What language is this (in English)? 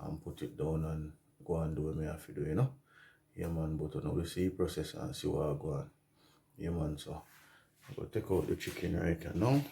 Jamaican Creole English